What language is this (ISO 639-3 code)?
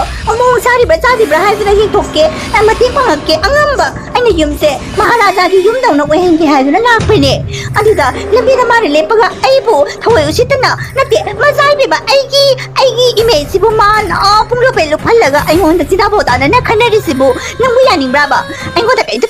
mni